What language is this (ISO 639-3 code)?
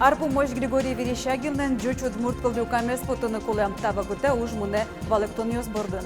udm